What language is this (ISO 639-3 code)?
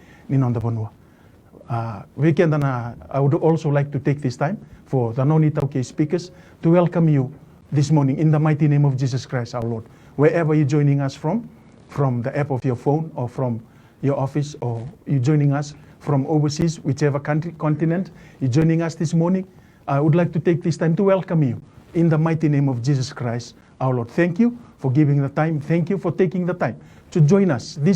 fij